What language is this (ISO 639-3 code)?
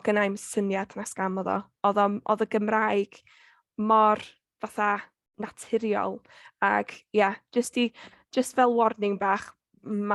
cym